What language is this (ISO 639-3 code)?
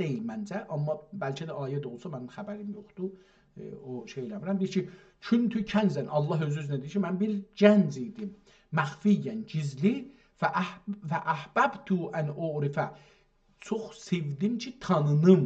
azb